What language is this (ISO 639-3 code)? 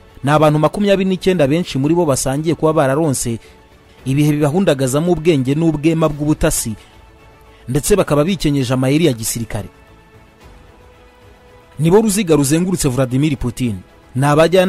kin